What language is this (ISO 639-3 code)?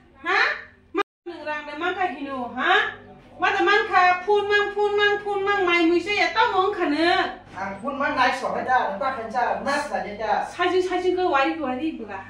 trp